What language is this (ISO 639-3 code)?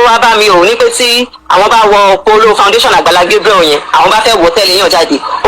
yor